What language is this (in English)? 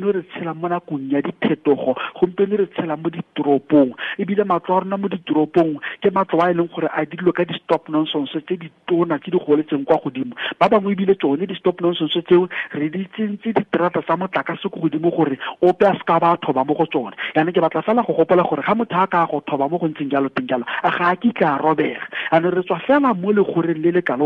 Tswana